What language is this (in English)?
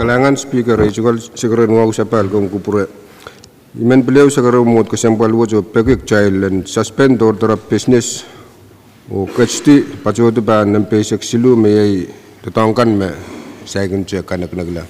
Pohnpeian